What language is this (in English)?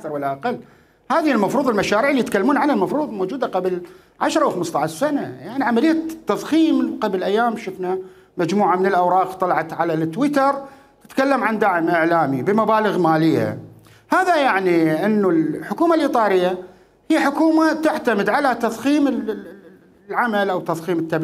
Mesopotamian Arabic